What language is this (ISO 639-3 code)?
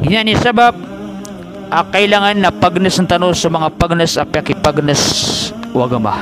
mrw